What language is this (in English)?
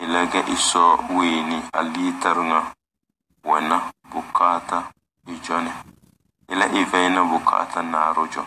Tem